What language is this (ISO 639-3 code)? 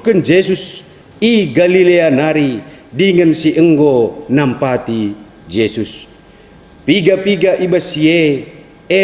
btx